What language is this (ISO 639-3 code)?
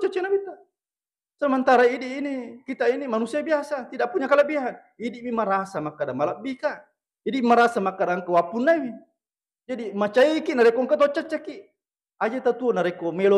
bug